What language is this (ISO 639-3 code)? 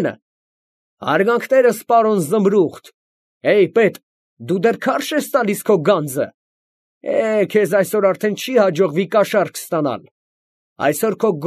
hye